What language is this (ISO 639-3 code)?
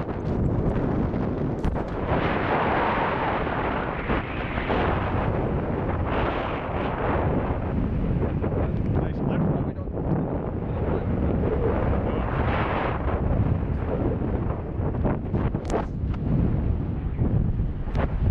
eng